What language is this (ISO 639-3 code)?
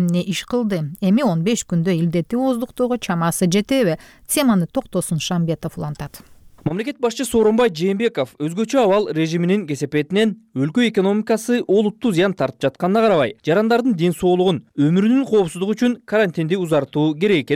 kir